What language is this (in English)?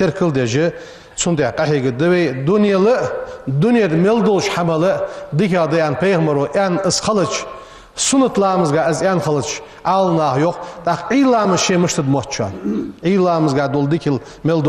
Ingush